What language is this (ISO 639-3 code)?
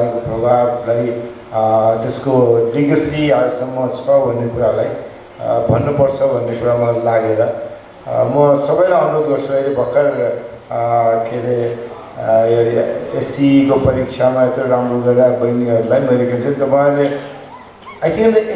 nep